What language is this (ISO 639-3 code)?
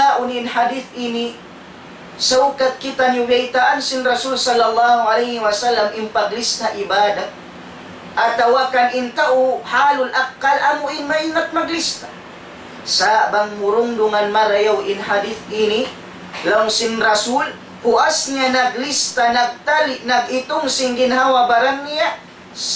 tsg